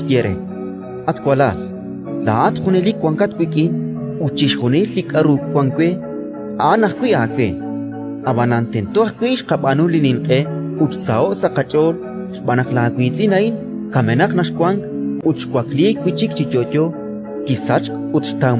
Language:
Kekchí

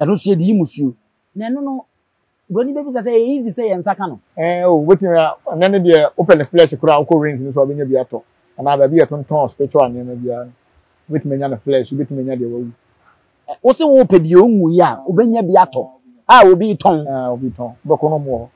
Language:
Akan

